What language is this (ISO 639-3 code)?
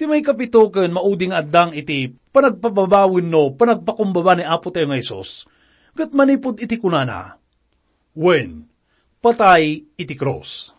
ilo